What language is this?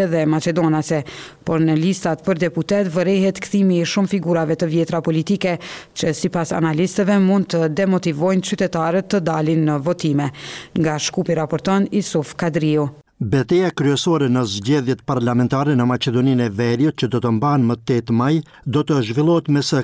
Albanian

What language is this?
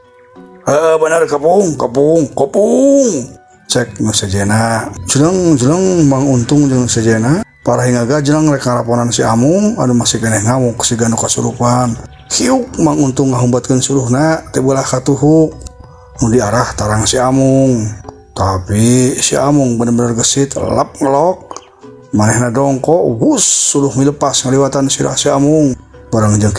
Sundanese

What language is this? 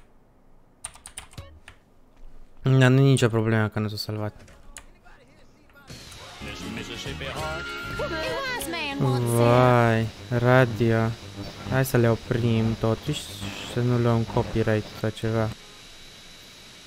Romanian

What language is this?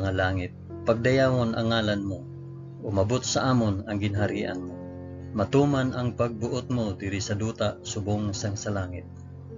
Hiligaynon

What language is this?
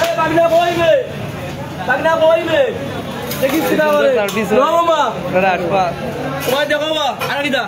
Sylheti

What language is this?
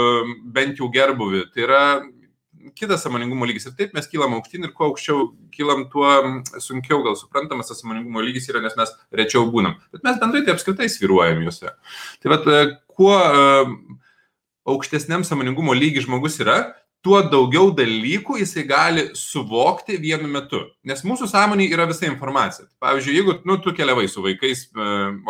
Lithuanian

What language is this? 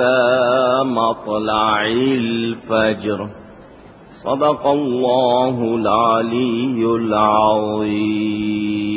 Urdu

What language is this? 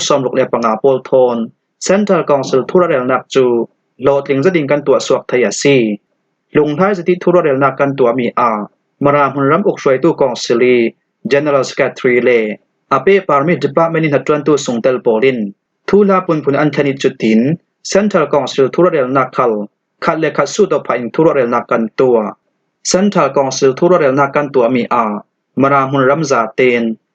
Falam Chin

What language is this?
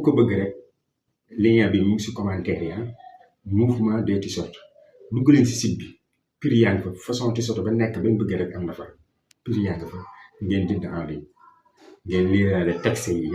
Wolof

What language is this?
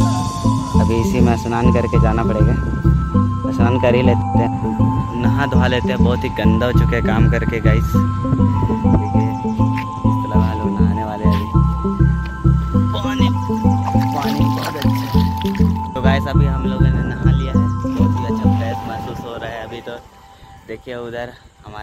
Hindi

